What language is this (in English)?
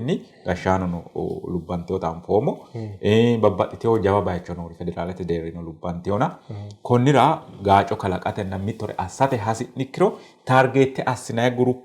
Sidamo